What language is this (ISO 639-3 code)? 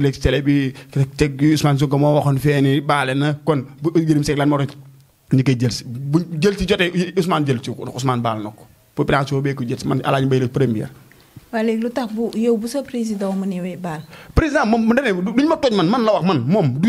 wol